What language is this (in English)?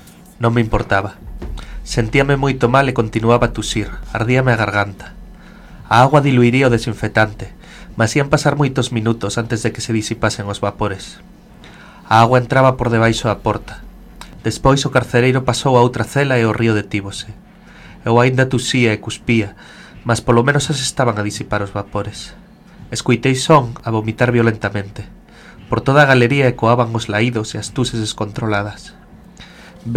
Galician